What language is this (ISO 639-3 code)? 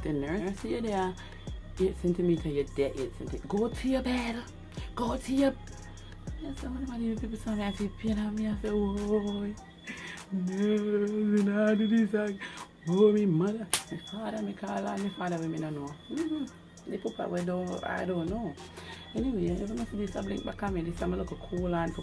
jam